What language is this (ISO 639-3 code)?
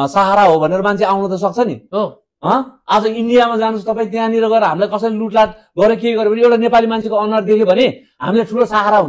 nep